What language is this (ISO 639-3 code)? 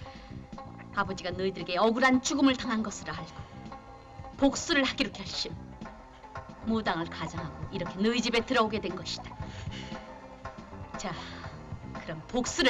kor